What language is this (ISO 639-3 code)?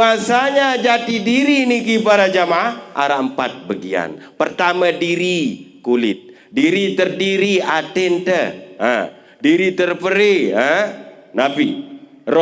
sas